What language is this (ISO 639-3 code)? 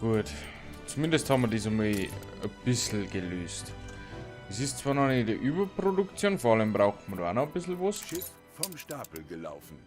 bar